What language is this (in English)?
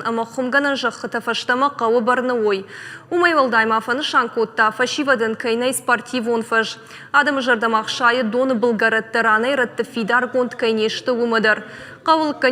Ossetic